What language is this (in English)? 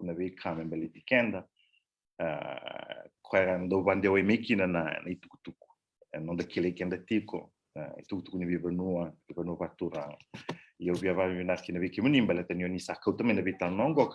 Fijian